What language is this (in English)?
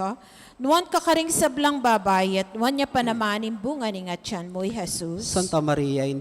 Pampanga